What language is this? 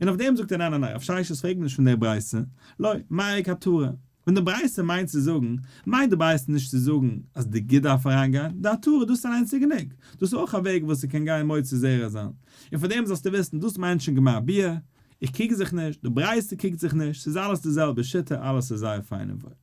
Yiddish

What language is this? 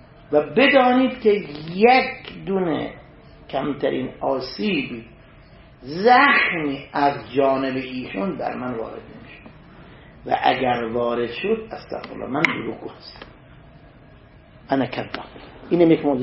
Persian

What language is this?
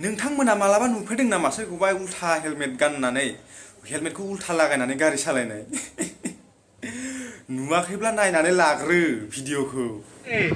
Bodo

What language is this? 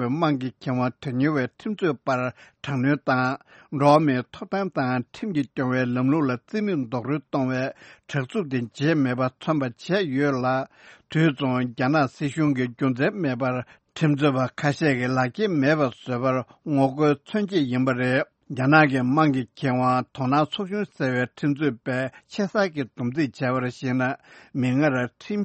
Tibetan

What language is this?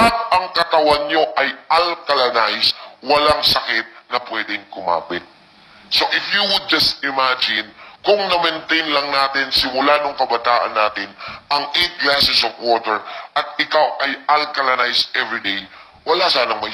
Filipino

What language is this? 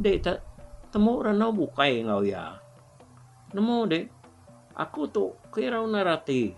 Iban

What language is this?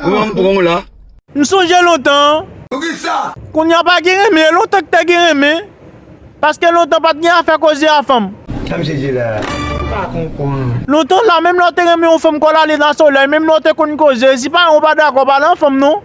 Haitian Creole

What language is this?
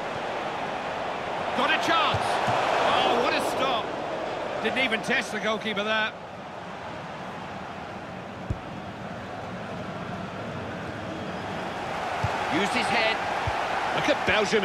English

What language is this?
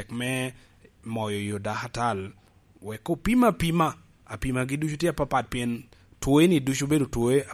Lango (Uganda)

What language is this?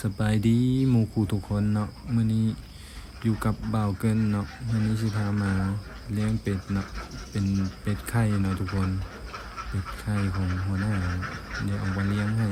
Lao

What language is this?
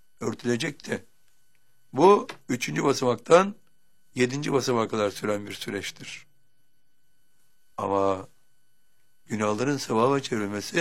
Turkish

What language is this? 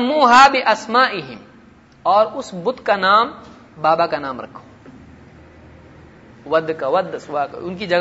Urdu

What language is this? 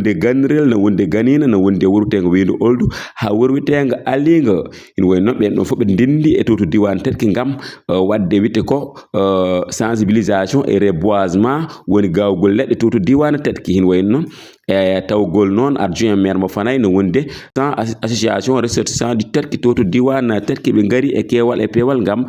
Fula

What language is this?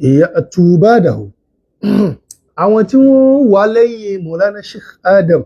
Yoruba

